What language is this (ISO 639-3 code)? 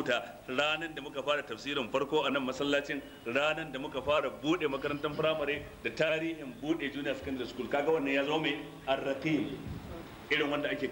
hau